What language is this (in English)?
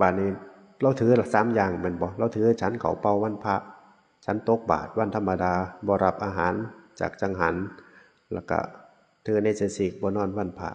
Northeastern Thai